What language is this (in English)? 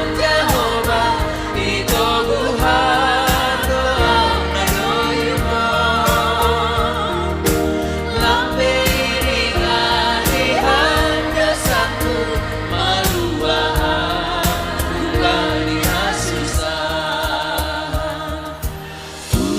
Batak Simalungun